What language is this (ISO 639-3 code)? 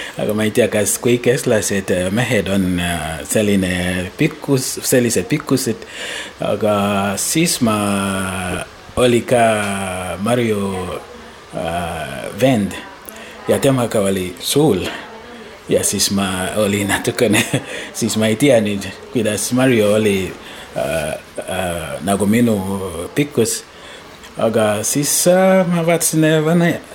est